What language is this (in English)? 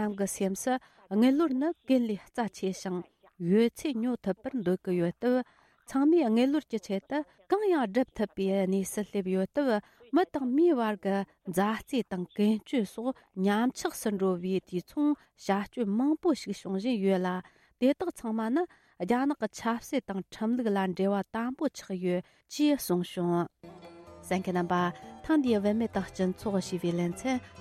Tibetan